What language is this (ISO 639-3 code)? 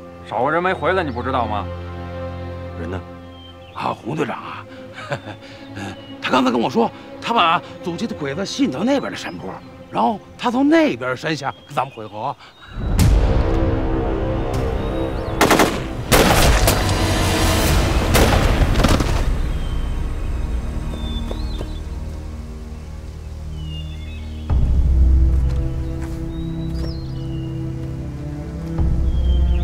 zho